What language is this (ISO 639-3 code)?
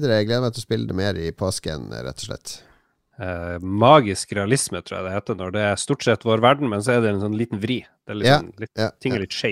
nor